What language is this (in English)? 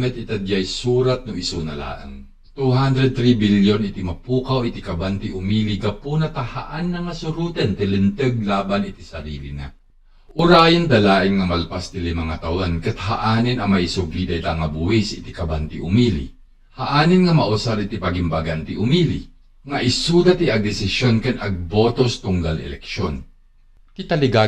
Iloko